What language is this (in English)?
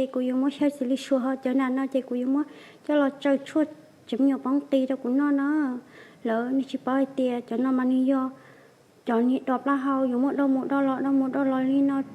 Hmong